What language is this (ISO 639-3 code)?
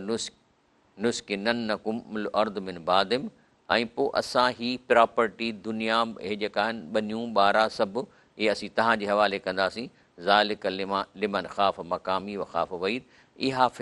snd